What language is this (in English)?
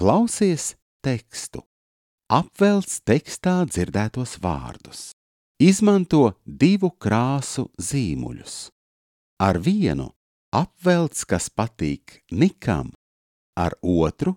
Latvian